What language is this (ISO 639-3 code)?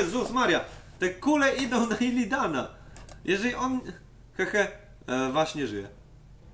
pol